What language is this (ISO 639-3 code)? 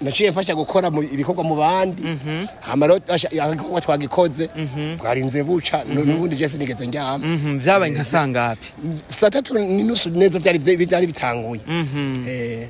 run